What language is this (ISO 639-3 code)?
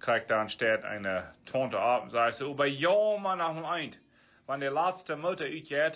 pdt